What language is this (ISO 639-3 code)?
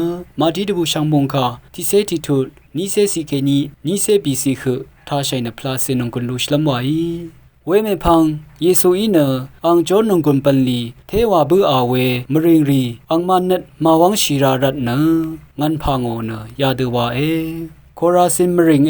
raw